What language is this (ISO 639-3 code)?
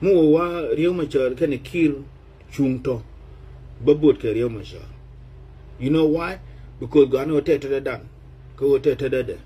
nus